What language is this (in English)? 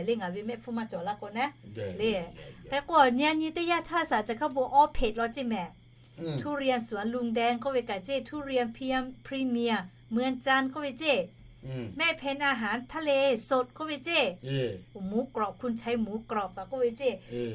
Lahu